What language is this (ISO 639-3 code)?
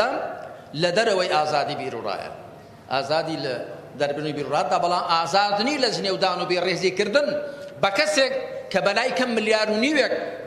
ckb